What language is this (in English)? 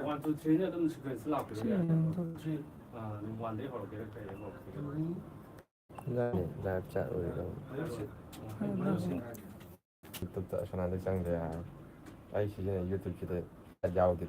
Manipuri